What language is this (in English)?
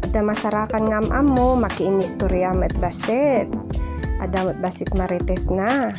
Iloko